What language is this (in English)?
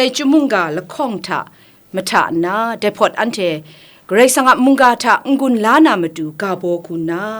Kachin